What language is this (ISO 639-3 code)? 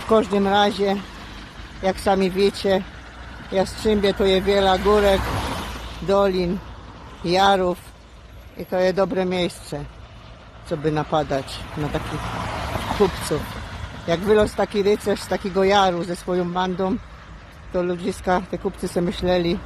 szl